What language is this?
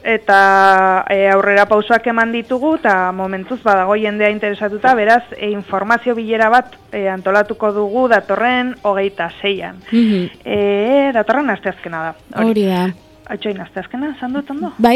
Basque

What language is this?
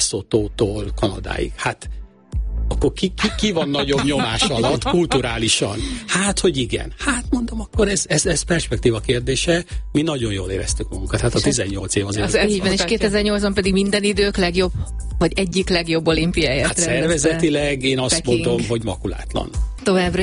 Hungarian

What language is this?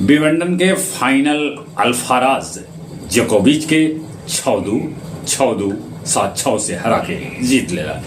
Magahi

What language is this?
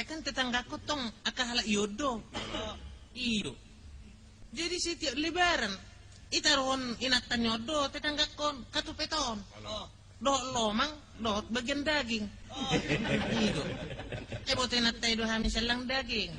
Batak Toba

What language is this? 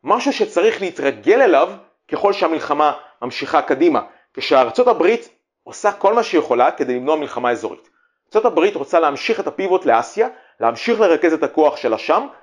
Hebrew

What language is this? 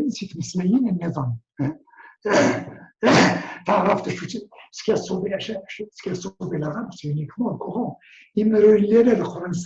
Kabyle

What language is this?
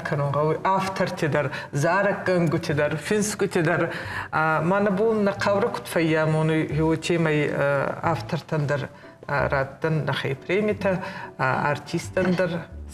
Ossetic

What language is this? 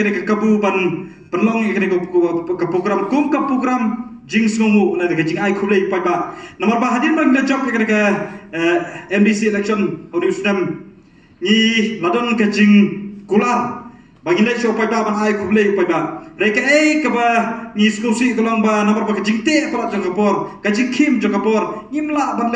Khasi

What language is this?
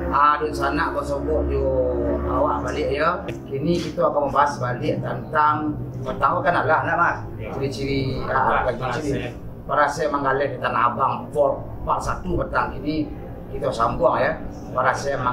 Minangkabau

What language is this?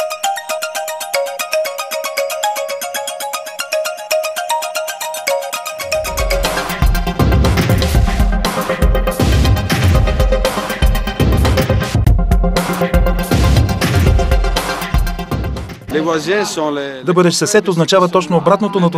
Bulgarian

